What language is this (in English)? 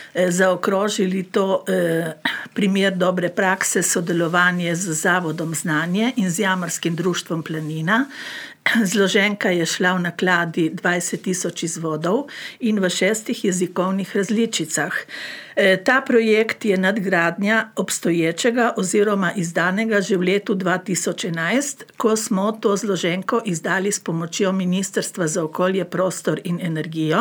Slovenian